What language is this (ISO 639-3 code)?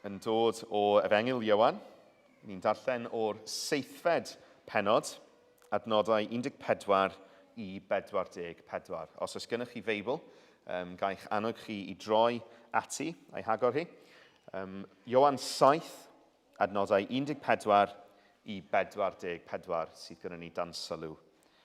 cym